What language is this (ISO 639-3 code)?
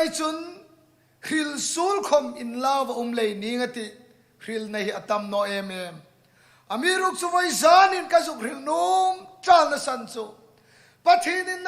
hmr